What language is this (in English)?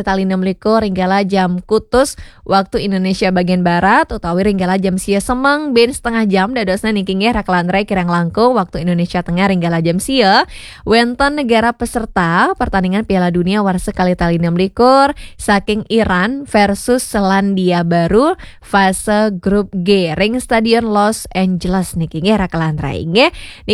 Balinese